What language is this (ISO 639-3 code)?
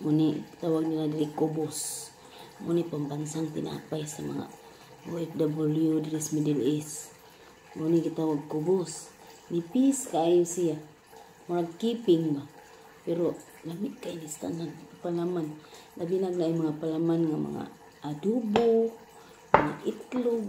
ceb